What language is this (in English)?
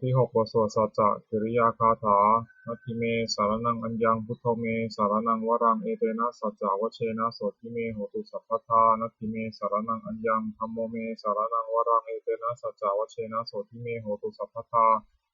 Pali